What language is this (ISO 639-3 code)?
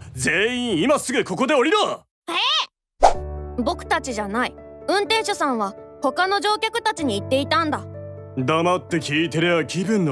jpn